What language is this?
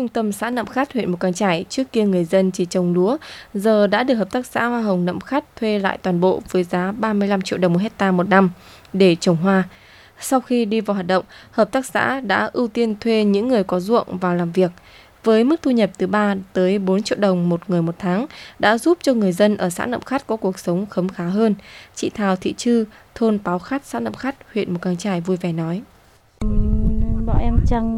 Vietnamese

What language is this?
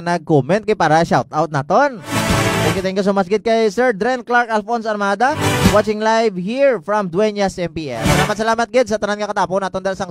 Hiligaynon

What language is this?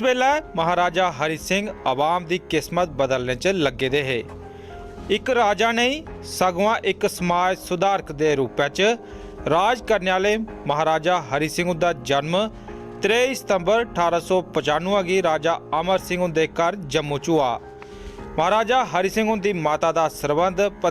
Dogri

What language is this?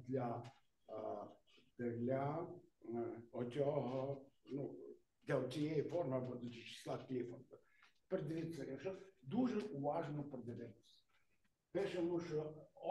Ukrainian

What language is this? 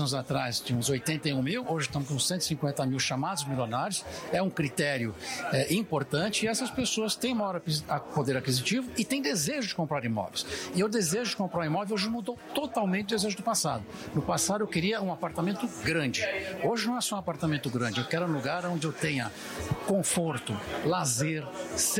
Portuguese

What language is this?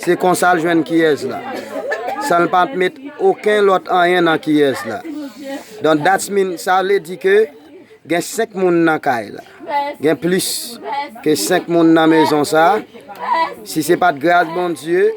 Haitian Creole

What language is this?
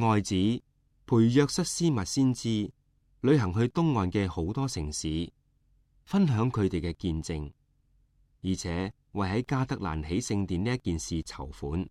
Cantonese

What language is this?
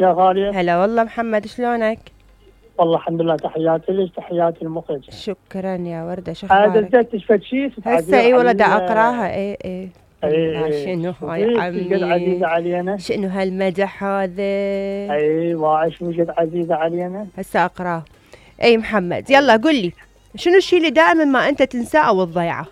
Mesopotamian Arabic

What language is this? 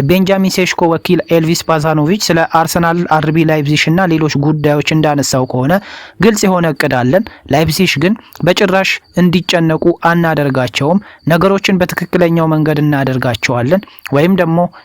Amharic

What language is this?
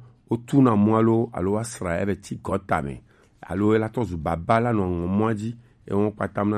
Gen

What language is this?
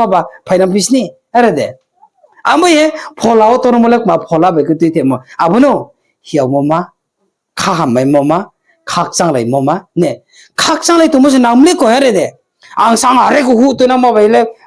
Riang (India)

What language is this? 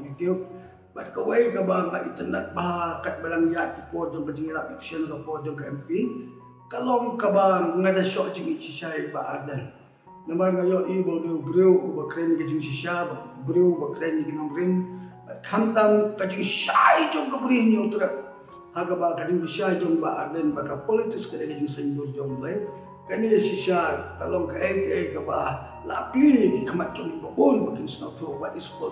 Khasi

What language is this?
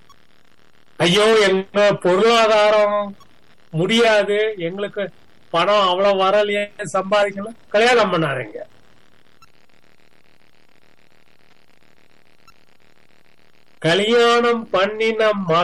Tamil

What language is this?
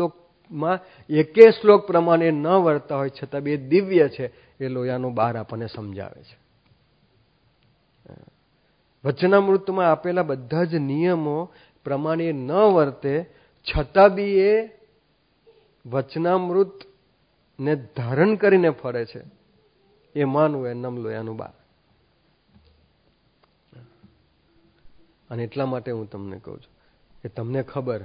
Gujarati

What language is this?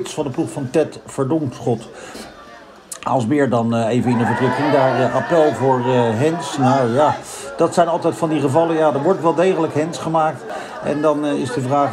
Dutch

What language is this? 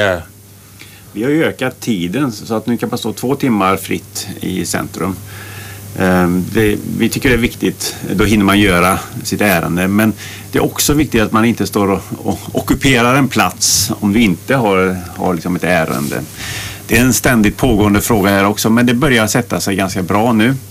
Swedish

